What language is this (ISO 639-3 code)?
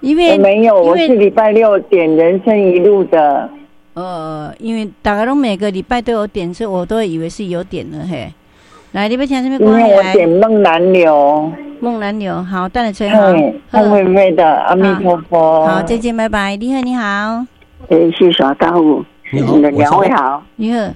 nan